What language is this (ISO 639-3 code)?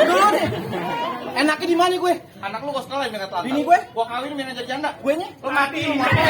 bew